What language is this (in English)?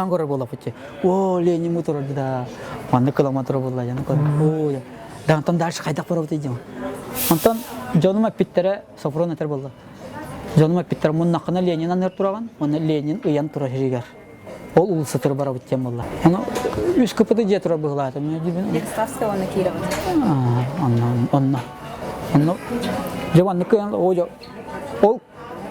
Yakut